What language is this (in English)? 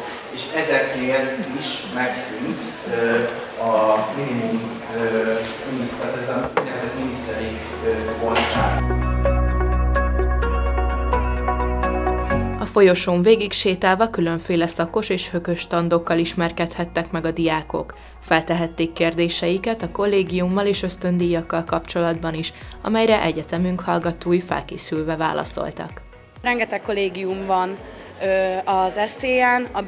Hungarian